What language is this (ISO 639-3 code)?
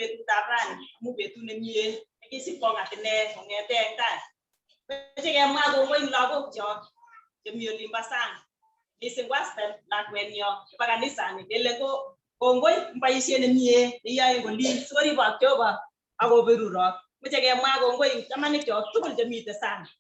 kln